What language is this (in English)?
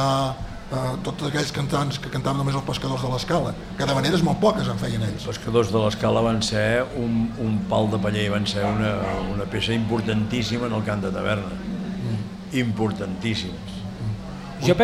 Catalan